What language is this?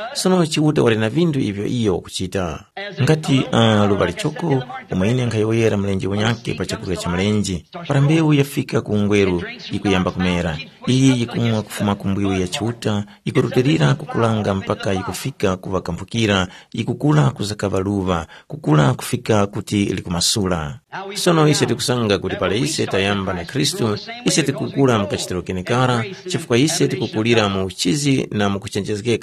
Tumbuka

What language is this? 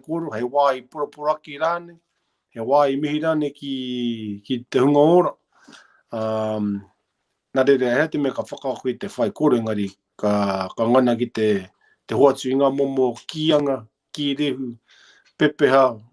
Māori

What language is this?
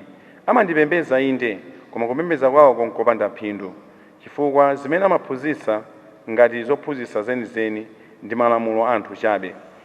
Nyanja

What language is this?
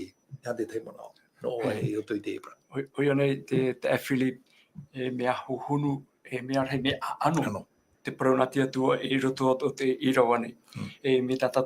Tahitian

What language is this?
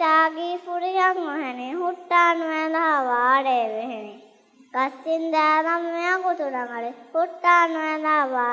Divehi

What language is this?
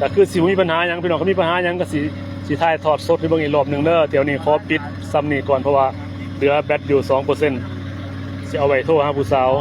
Lao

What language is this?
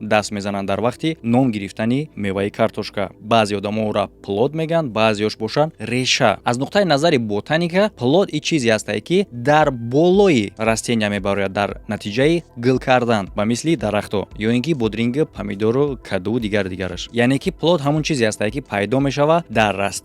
Tajik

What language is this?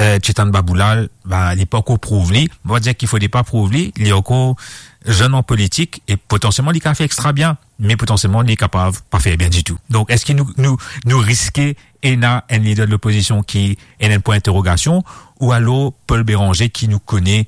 Morisyen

